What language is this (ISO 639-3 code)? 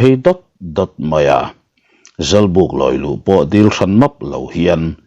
lus